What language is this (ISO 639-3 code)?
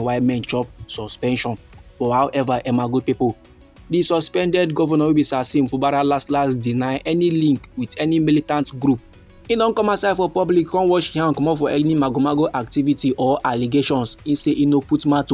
pcm